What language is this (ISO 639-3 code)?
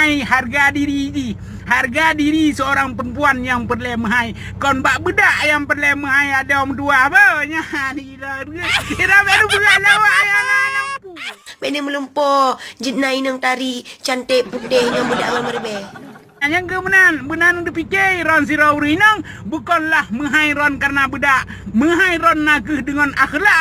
ace